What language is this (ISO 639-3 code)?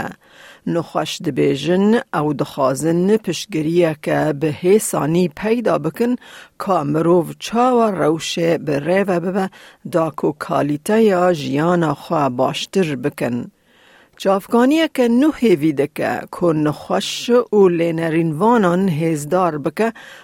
kur